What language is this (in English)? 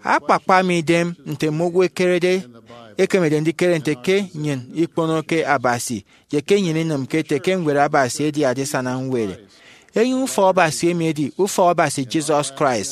Efik